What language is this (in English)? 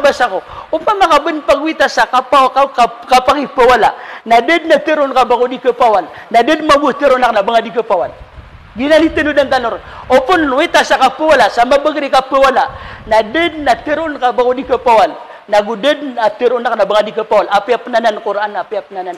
Maranao